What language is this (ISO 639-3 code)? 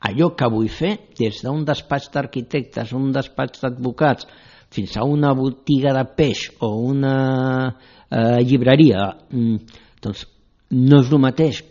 cat